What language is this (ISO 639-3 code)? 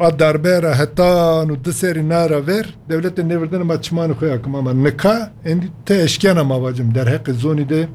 kur